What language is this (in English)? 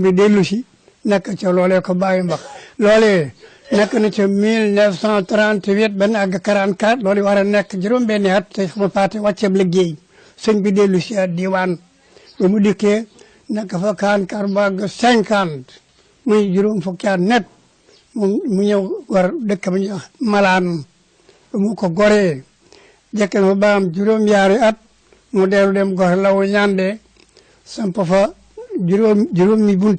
Wolof